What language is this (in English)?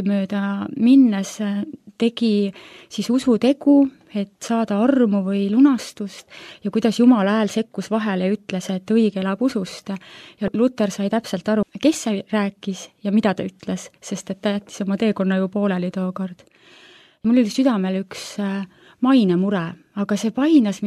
Estonian